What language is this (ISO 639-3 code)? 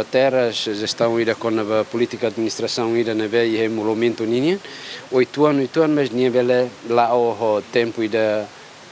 tet